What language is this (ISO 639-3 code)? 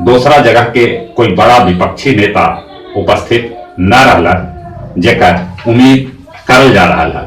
mag